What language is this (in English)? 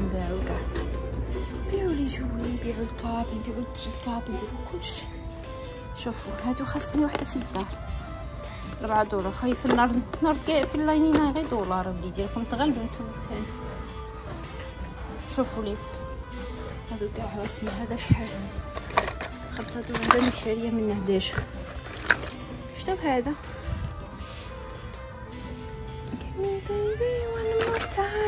Algerian Arabic